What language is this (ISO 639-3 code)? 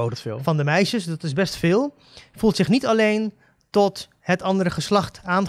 nld